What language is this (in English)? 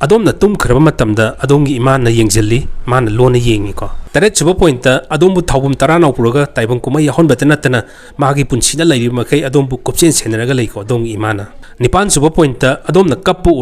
Manipuri